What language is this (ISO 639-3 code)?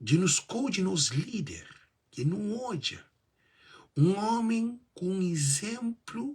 kea